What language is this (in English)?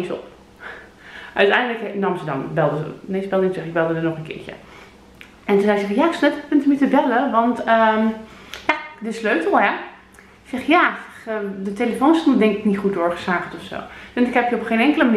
Dutch